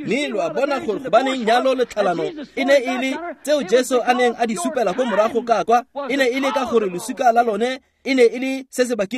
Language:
Tswana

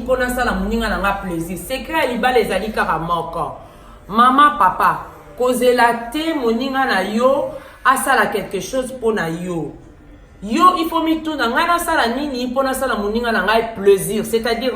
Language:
Lingala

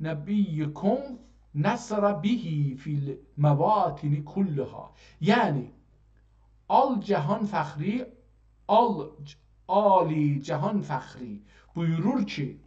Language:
South Azerbaijani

